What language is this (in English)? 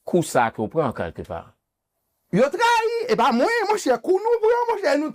Haitian Creole